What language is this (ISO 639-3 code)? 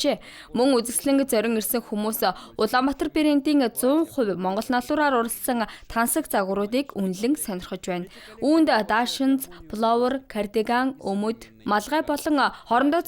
mon